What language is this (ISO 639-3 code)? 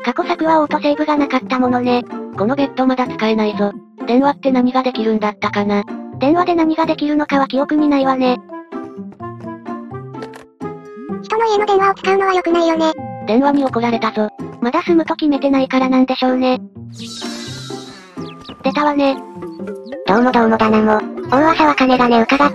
jpn